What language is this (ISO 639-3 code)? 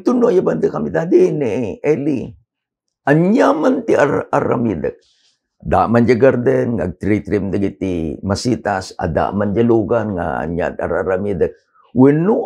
ilo